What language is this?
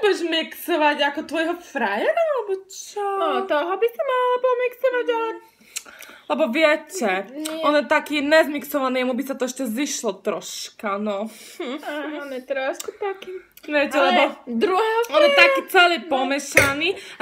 Slovak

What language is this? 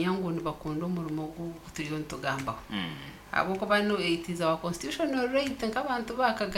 Nyankole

